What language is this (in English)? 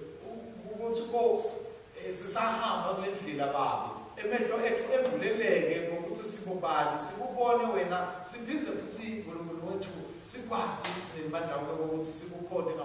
Swati